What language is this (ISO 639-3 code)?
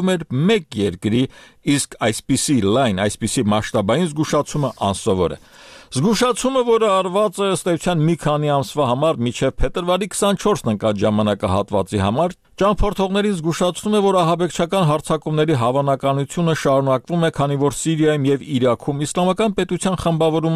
hye